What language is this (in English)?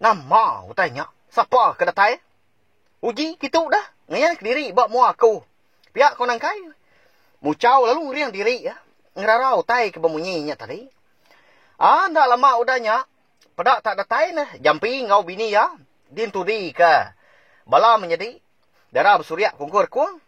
Iban